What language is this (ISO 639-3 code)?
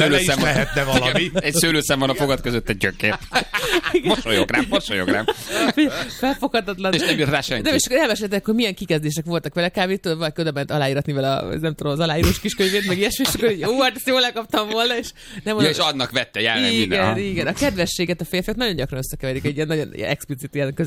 hun